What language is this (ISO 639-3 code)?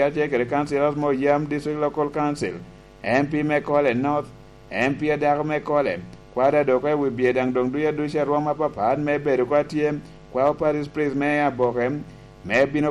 laj